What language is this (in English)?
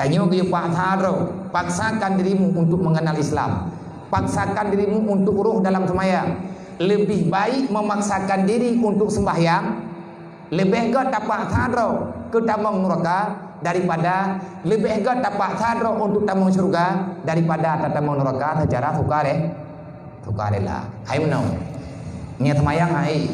Achinese